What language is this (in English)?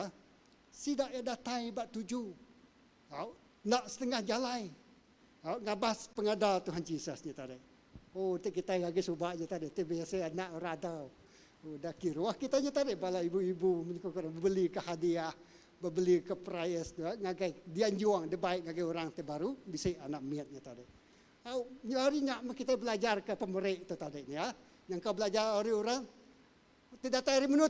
Iban